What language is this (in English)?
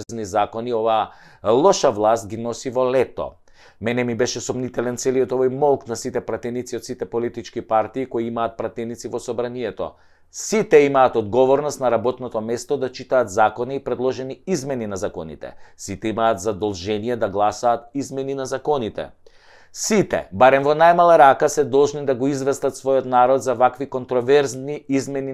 Macedonian